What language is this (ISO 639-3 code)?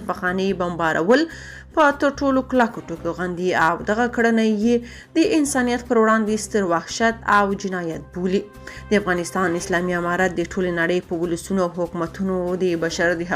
pus